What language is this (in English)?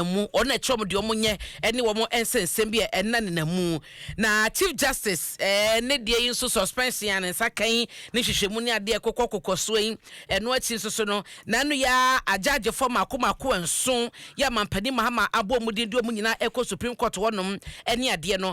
Akan